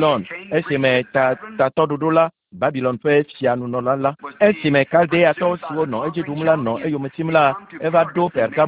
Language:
Ewe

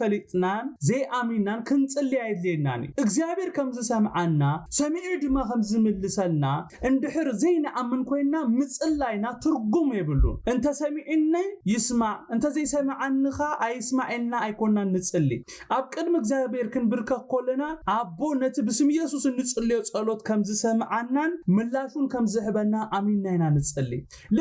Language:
Tigrinya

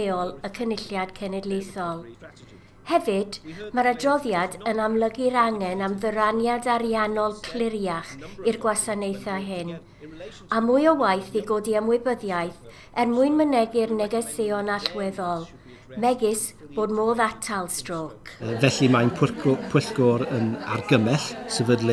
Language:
Welsh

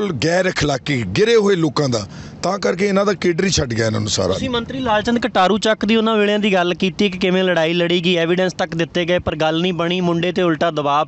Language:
Punjabi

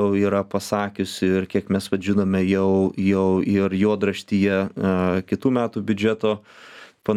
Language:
Lithuanian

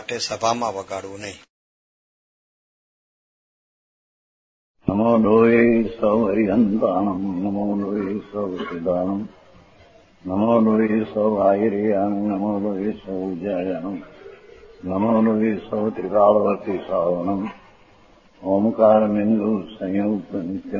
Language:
Gujarati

